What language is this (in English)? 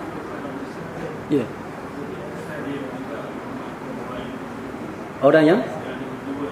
Malay